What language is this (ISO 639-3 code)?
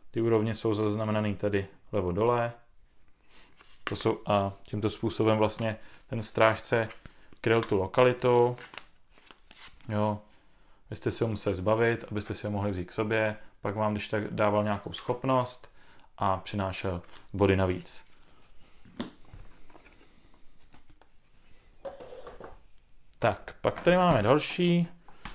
ces